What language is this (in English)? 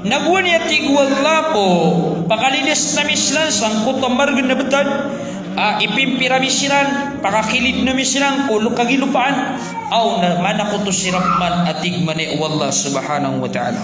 Maranao